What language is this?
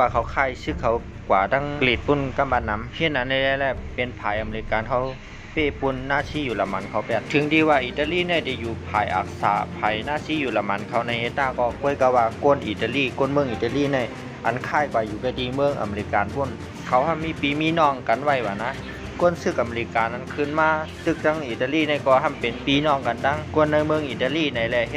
Shan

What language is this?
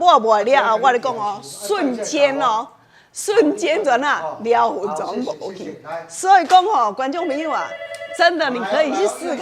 Min Nan Chinese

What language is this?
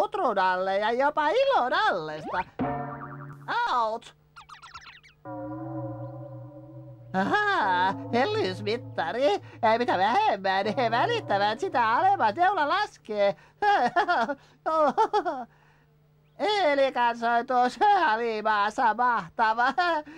Finnish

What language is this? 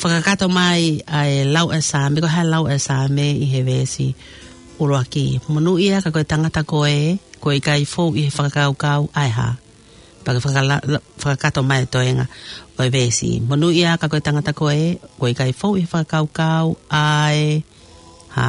Tongan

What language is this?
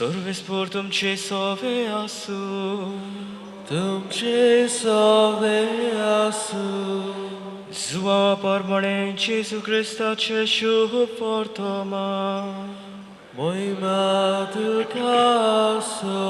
Konkani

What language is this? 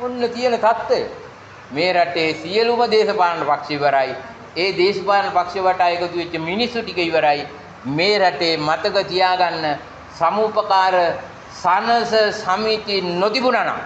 Sinhala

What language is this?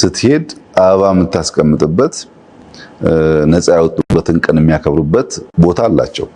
Amharic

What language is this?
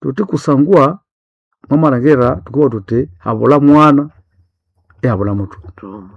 Nande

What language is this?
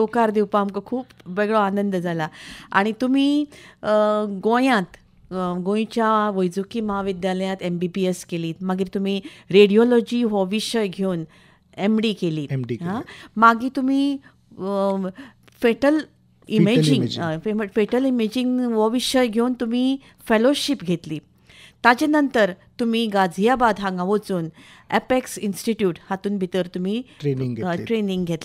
Konkani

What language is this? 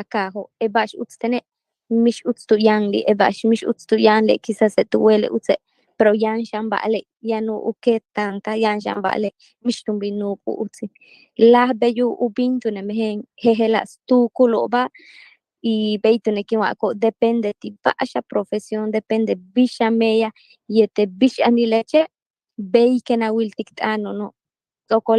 Yucateco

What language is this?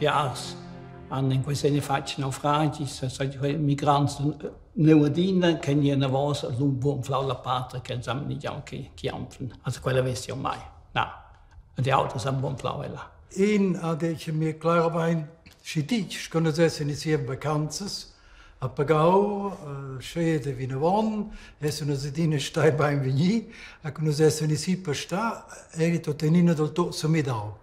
Romansh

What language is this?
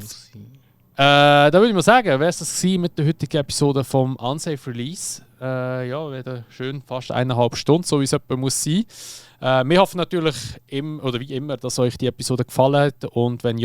Swiss German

